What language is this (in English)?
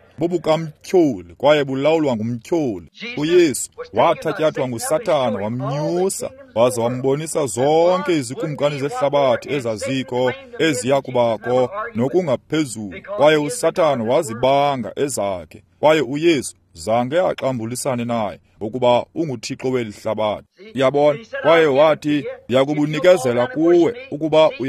Xhosa